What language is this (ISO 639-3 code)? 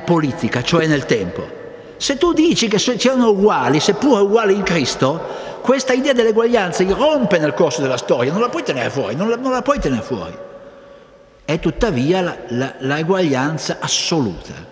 ita